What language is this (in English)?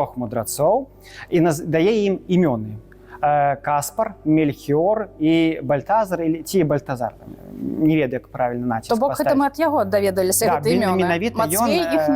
Belarusian